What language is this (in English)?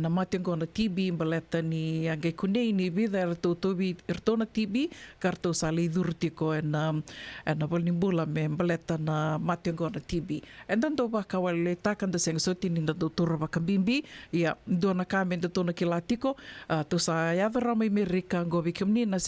Fijian